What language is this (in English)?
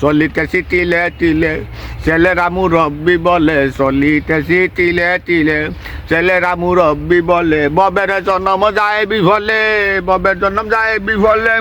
Sylheti